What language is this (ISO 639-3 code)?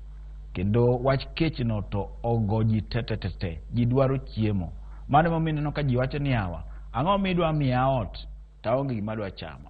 luo